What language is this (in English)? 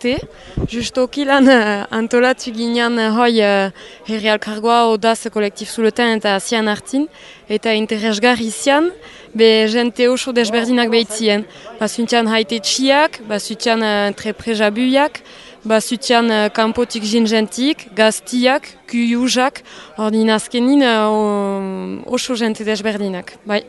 Basque